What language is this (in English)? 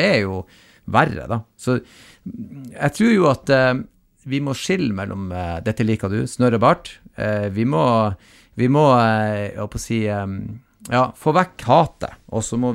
Norwegian